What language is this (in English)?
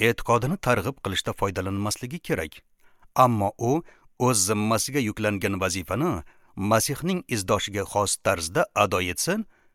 Uzbek